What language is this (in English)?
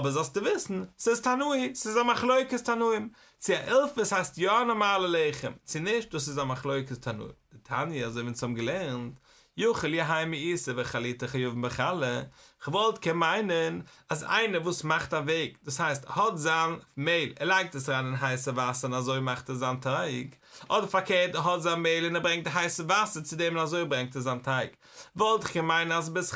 Yiddish